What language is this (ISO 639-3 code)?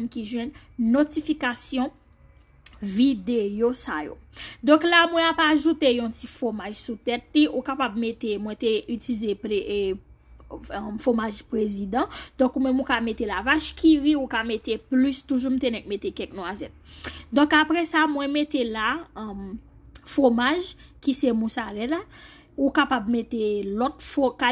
hat